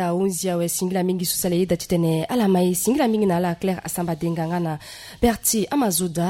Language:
Sango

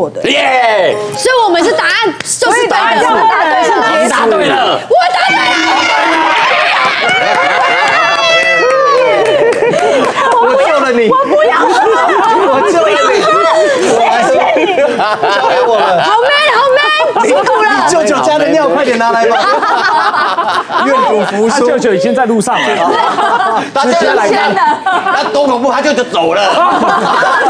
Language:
Chinese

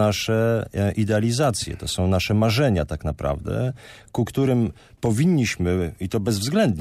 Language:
Polish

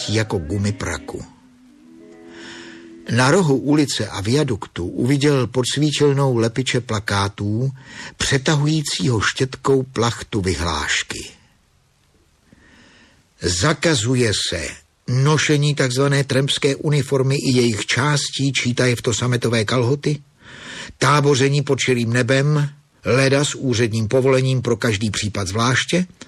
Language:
Czech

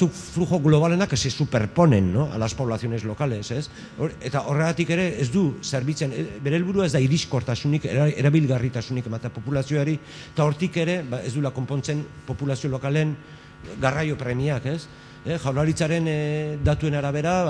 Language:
Basque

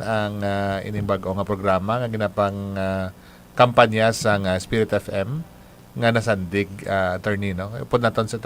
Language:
Hiligaynon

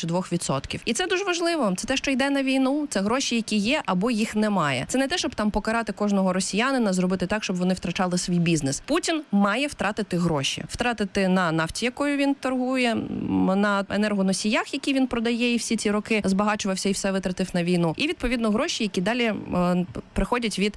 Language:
Ukrainian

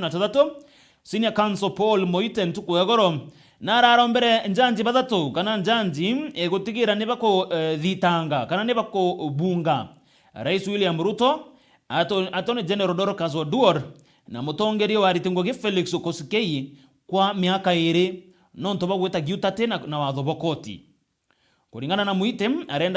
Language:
Meru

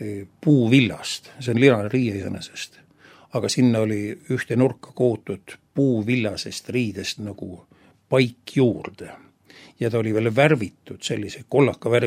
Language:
Estonian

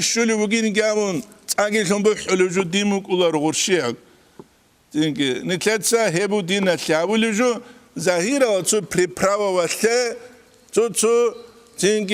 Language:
Avaric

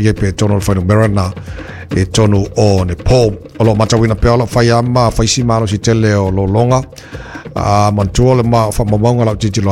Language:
Samoan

